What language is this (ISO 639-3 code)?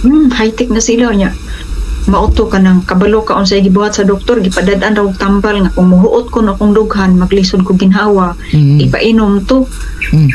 ceb